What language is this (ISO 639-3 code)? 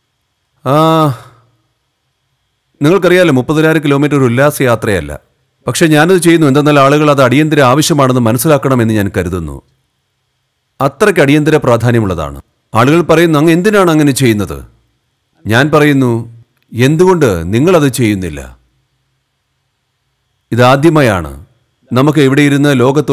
mal